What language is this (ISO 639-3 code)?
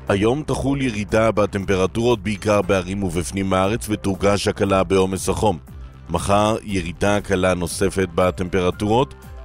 heb